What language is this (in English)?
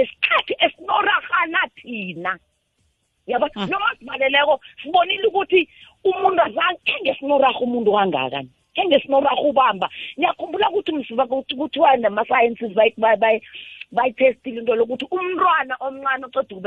South Ndebele